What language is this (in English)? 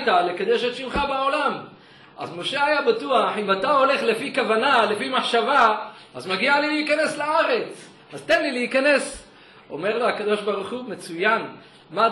Hebrew